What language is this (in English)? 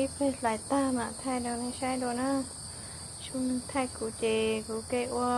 Hmong